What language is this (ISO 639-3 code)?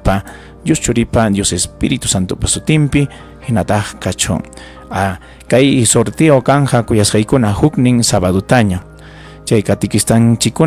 quy